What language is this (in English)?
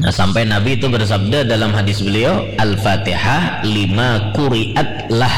Banjar